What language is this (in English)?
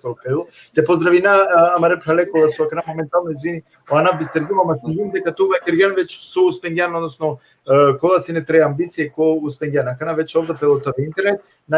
Balkan Romani